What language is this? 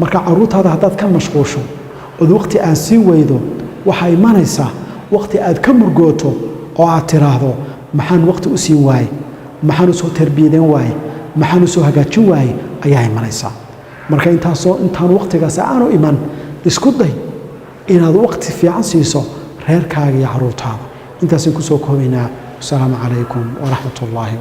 Somali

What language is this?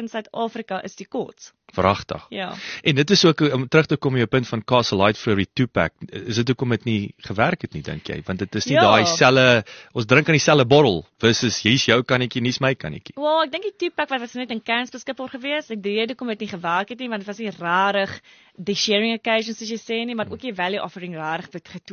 Afrikaans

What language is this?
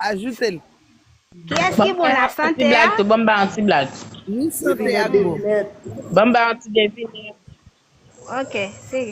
Haitian Creole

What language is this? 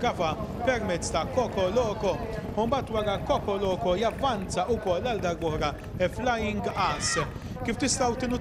Maltese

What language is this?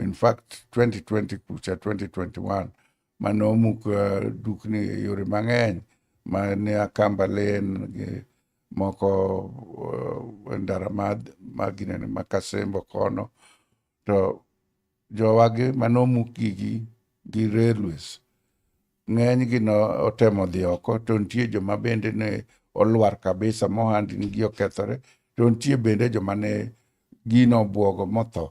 Luo (Kenya and Tanzania)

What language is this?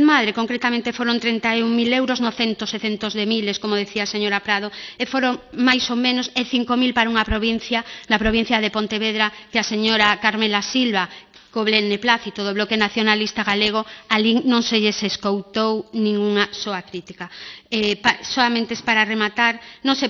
Galician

